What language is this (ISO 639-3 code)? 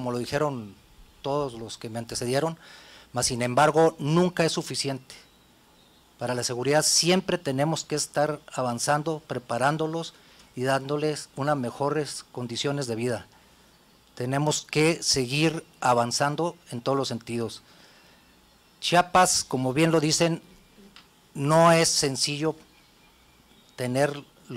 spa